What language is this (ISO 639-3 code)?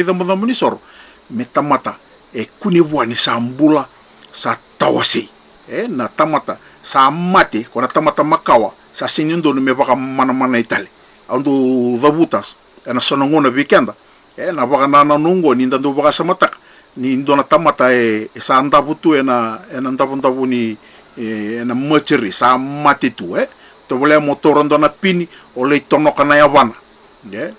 fij